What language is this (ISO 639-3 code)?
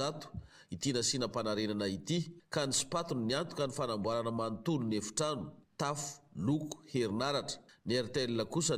mlg